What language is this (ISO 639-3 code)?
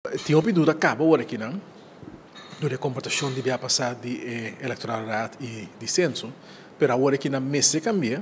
pap